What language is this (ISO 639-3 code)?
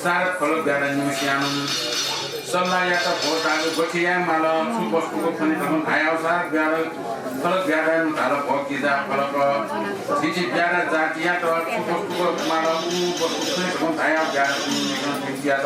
new